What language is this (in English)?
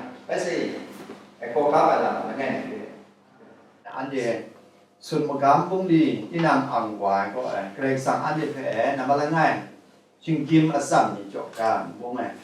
Kachin